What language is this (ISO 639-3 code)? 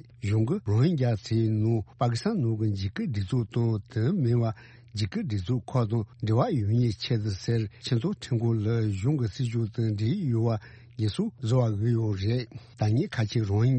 bod